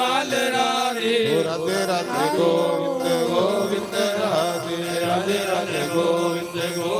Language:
Dogri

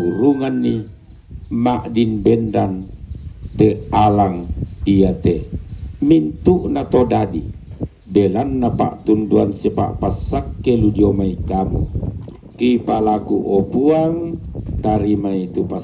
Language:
Toraja-Sa'dan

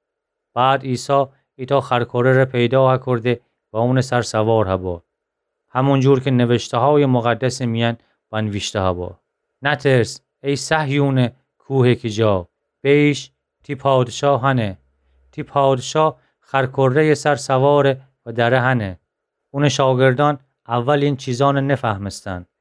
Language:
Gilaki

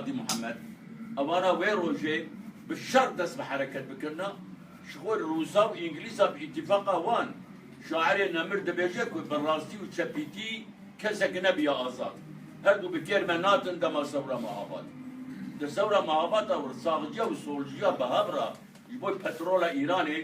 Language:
Kurdish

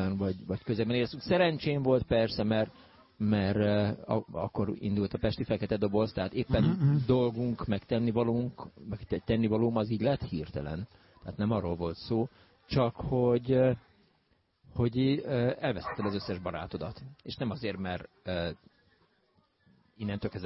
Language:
Hungarian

